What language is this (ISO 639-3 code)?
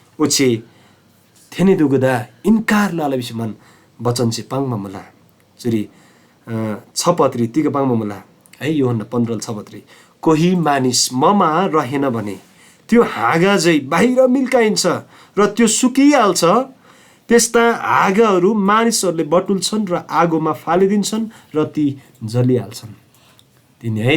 taj